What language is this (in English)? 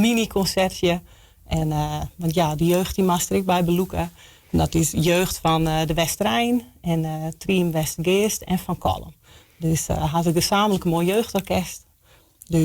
Western Frisian